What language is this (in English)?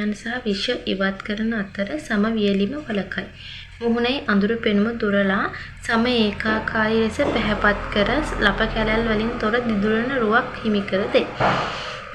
Sinhala